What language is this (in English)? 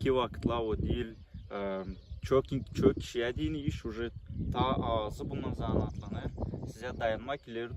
Gagauz